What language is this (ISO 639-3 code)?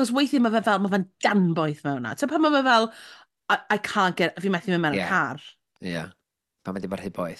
cym